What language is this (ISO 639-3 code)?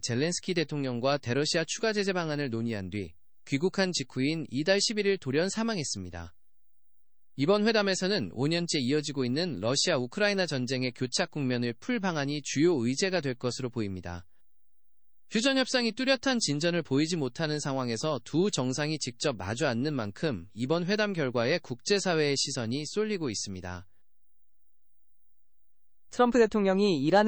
kor